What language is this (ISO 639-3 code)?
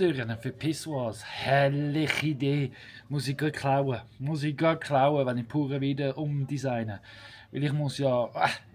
gsw